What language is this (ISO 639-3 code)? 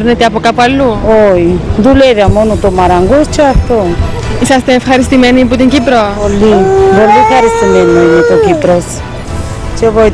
ell